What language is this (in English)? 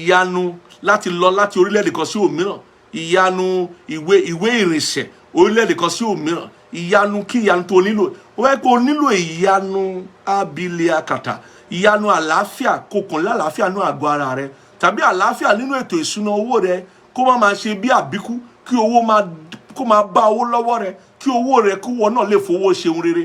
Yoruba